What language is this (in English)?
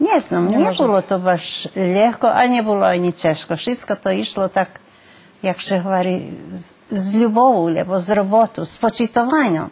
Rusyn